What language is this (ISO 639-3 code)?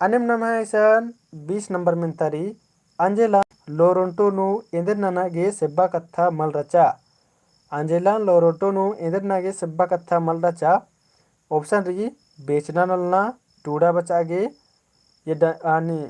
kru